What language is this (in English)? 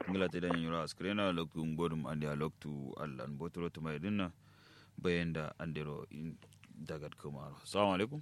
Kanuri